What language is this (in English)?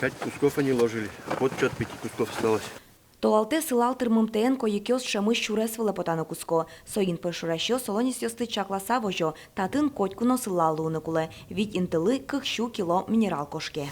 Udmurt